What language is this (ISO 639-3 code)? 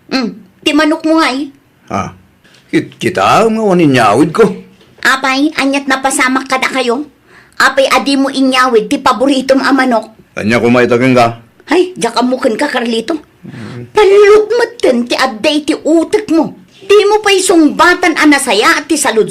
ilo